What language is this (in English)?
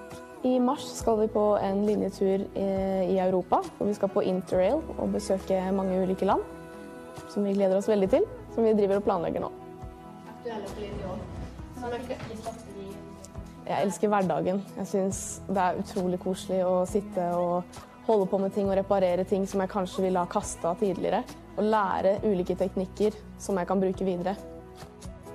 Norwegian